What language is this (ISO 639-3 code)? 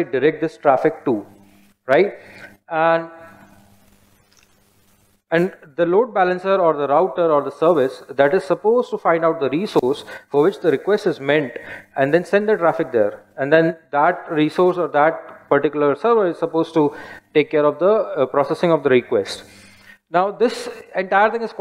eng